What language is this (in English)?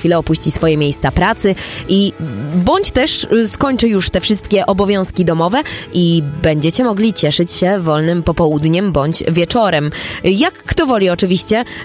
Polish